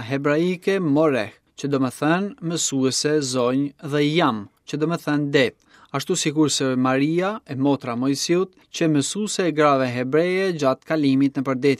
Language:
Albanian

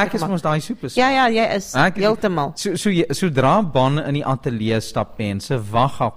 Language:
Afrikaans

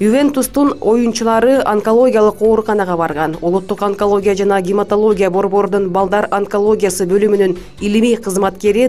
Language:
Kyrgyz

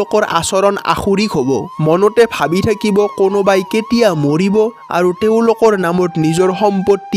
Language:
Assamese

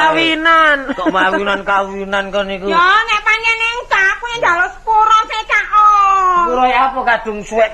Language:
Javanese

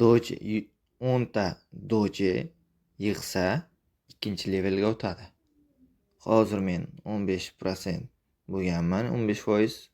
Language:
Uzbek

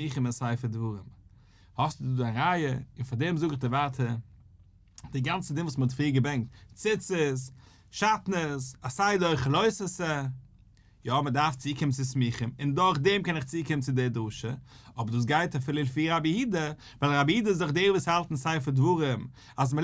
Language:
Yiddish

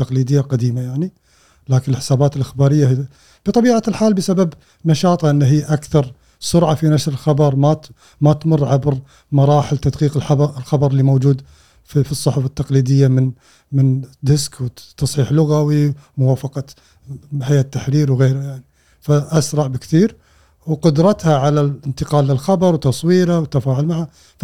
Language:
Gulf Arabic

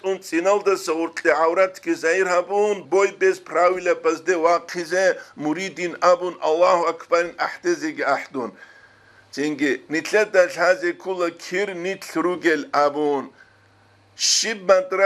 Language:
Avaric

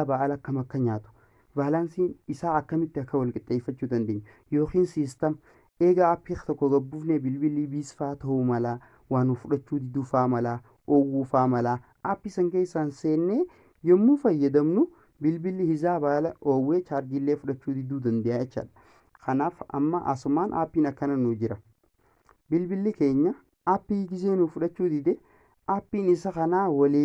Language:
Oromo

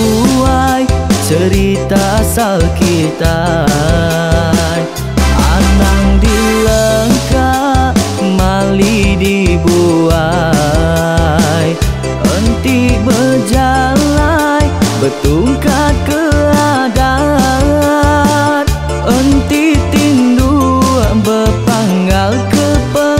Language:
Iban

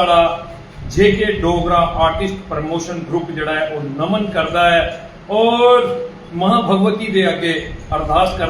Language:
Dogri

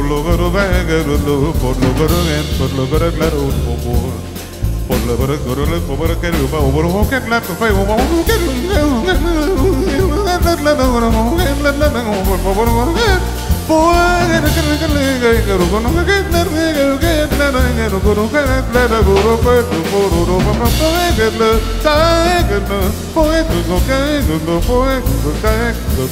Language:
Hungarian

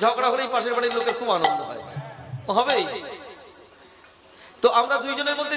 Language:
Bangla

